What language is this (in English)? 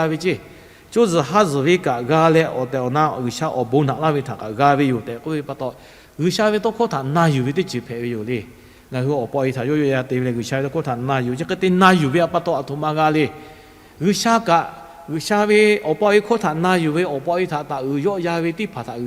Lahu